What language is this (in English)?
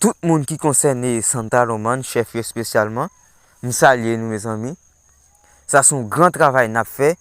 Haitian Creole